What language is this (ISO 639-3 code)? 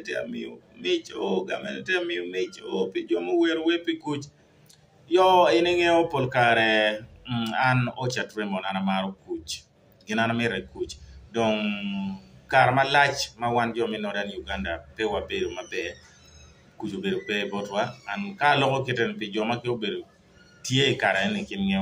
ach